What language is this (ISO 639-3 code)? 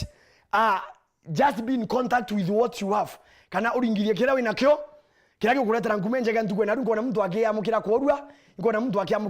mer